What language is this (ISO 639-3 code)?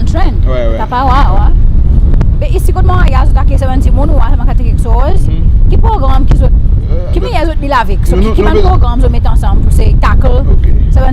crs